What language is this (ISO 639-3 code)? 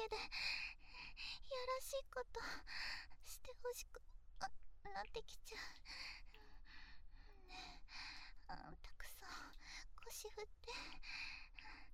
jpn